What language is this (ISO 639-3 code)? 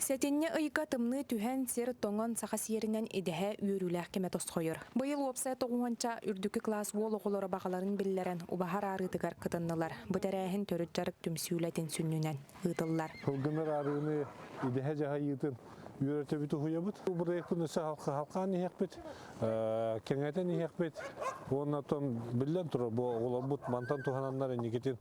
sah